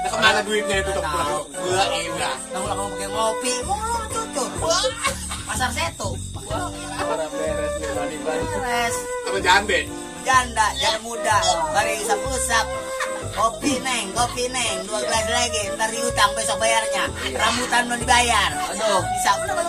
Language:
Betawi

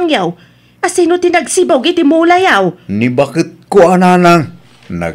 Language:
Iloko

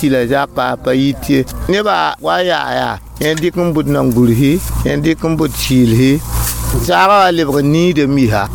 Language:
Mossi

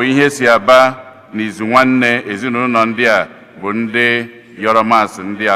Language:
Igbo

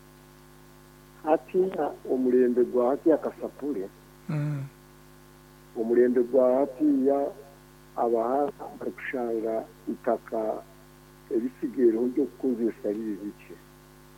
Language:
Kinyarwanda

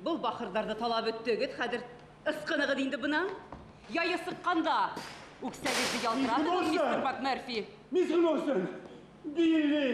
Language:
Bashkir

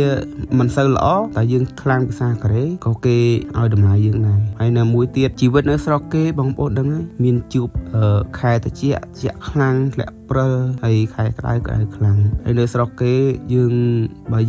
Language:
Khmer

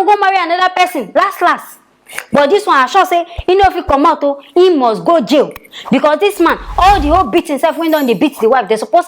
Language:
Nigerian Pidgin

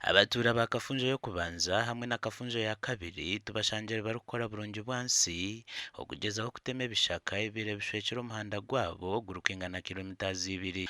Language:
Nyankole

